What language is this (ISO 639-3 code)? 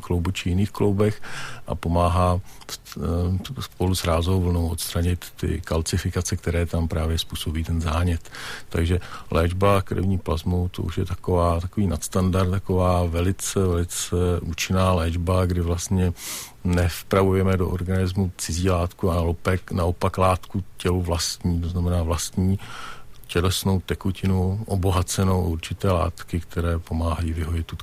ces